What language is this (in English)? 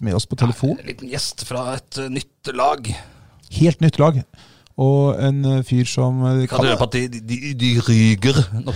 Norwegian